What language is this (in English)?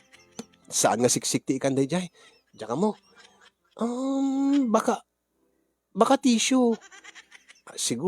Iloko